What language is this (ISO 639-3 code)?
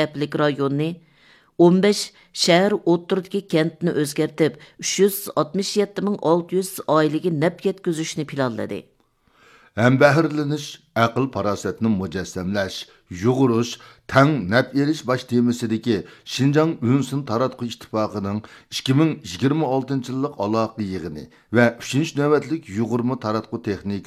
uig